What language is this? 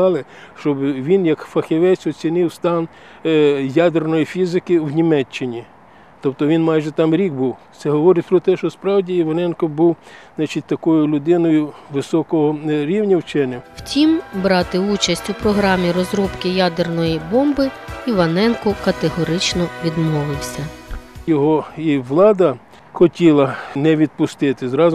Ukrainian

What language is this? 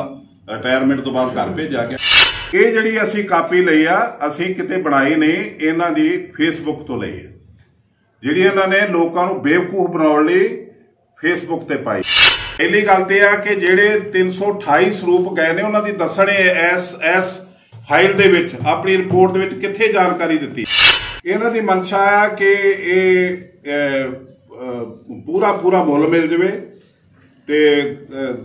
Punjabi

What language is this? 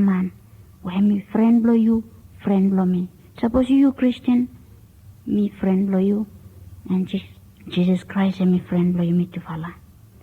Bislama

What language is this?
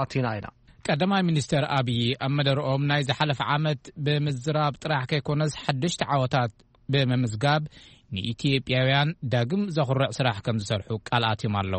Tigrinya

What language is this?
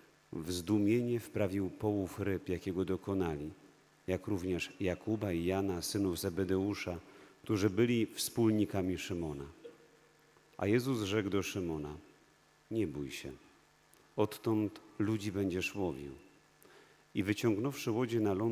Polish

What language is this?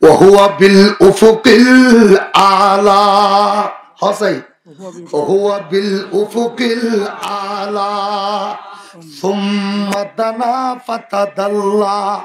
Rohingya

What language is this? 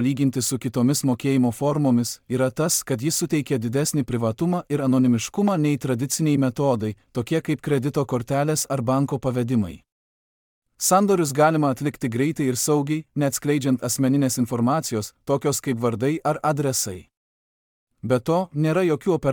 Lithuanian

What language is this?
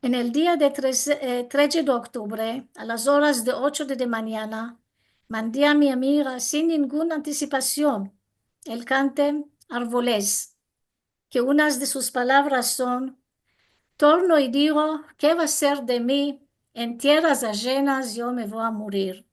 Ladino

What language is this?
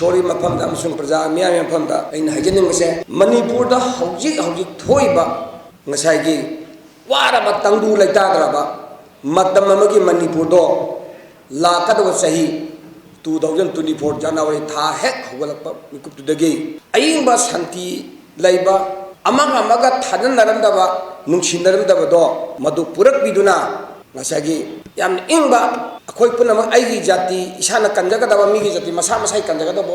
Manipuri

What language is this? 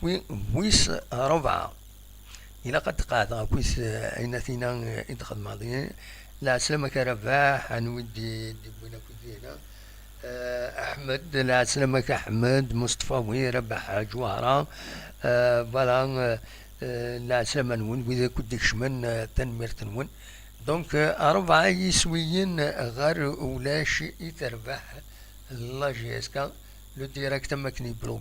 Kabyle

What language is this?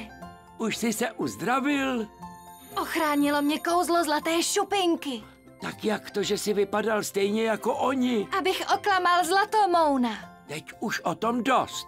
Czech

